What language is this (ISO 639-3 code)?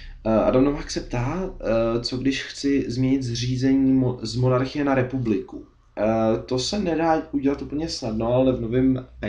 ces